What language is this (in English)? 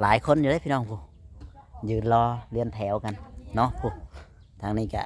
Northeastern Thai